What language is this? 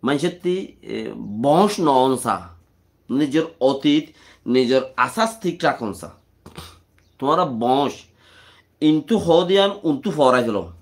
Rohingya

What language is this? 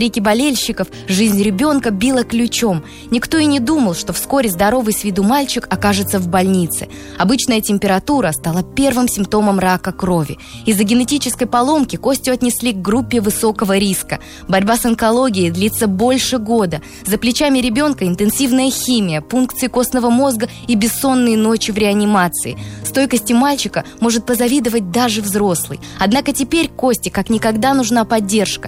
Russian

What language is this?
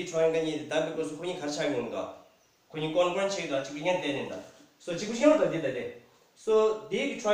Tibetan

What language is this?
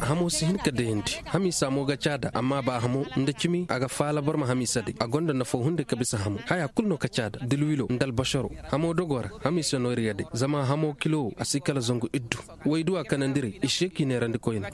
Koyraboro Senni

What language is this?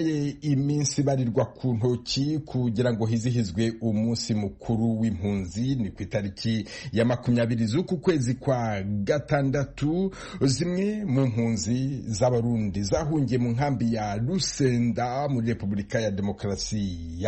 Rundi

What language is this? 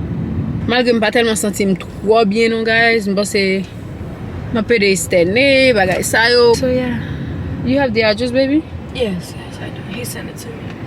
Haitian Creole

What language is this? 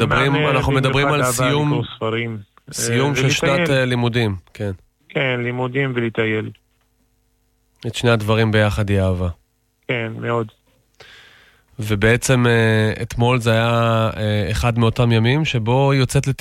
Hebrew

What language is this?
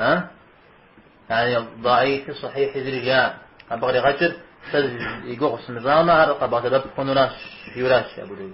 Kabardian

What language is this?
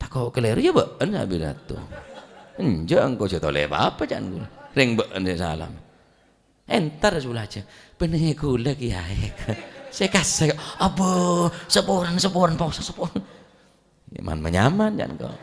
Madurese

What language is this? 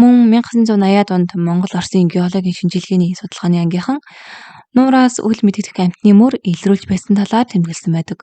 Mongolian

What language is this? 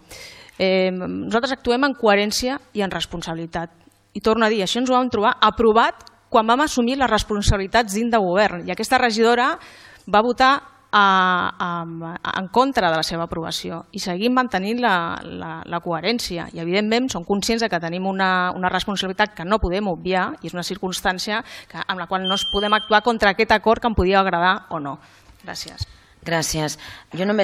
Catalan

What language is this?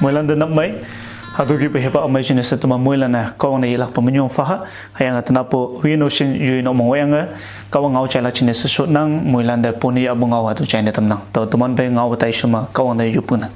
Konyak Naga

